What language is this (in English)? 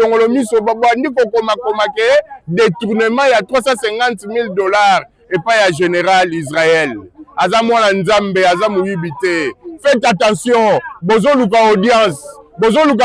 Lingala